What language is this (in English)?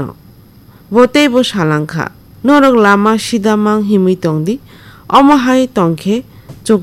Kok Borok